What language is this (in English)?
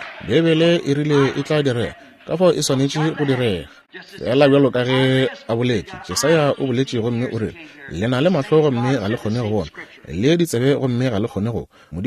Northern Sotho